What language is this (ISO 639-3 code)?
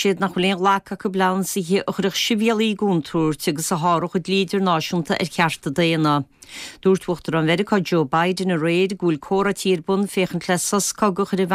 gle